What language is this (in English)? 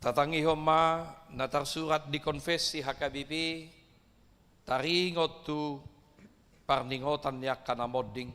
Batak Toba